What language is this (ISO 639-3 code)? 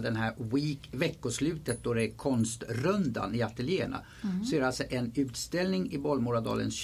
swe